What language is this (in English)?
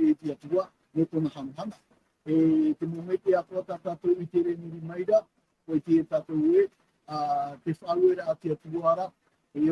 Tahitian